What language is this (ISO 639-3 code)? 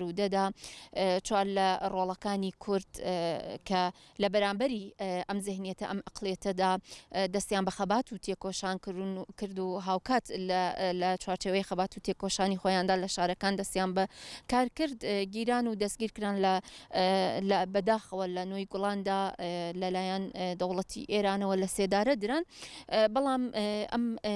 ckb